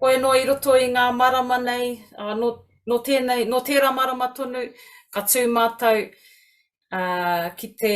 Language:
Māori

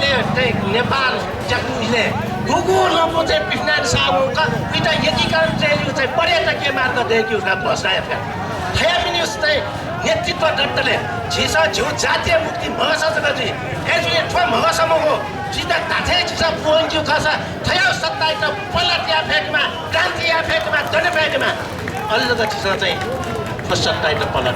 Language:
Newari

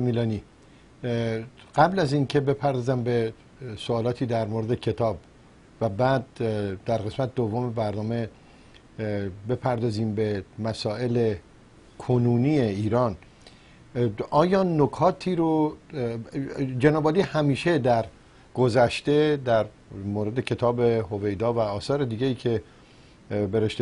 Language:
Persian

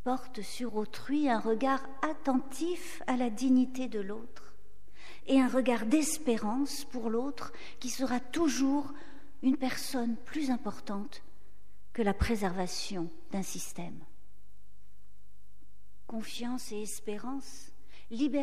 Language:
French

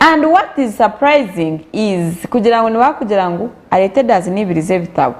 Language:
Nyankole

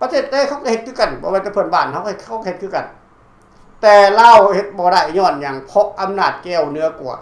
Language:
Lao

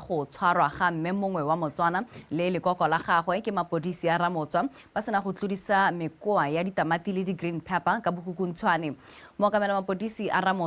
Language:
Tswana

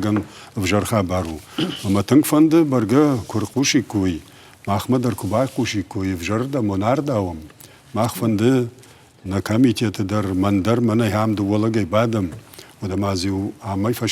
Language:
Ossetic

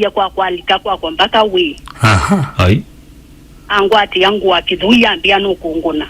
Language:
Kamba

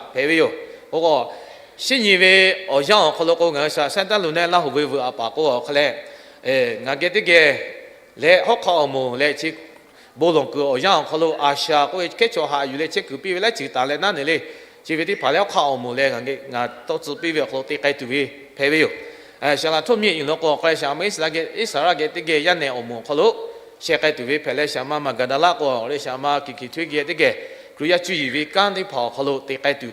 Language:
Lahu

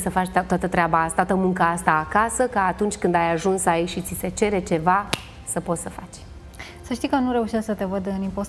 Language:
Romanian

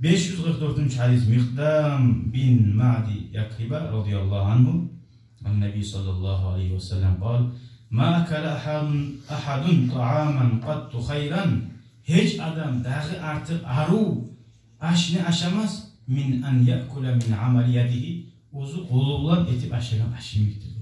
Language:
Kumyk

